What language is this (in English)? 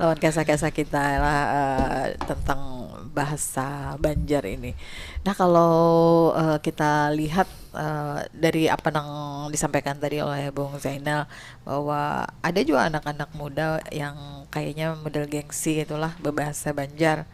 Banjar